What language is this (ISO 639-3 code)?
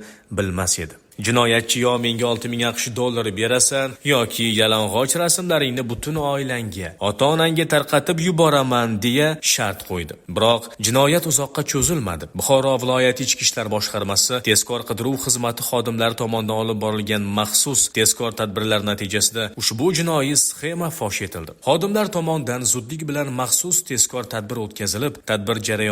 uzb